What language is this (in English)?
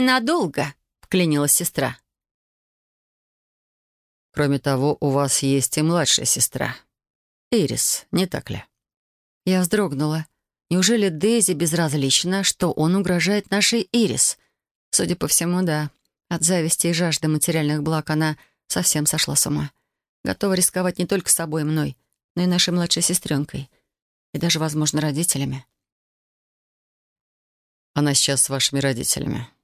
Russian